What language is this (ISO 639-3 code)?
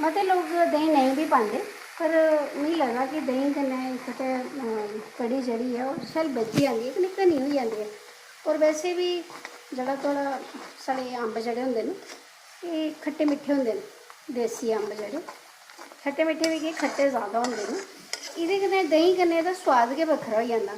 doi